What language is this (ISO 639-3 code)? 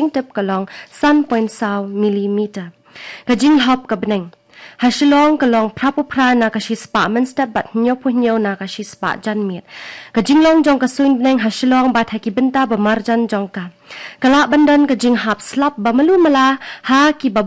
kha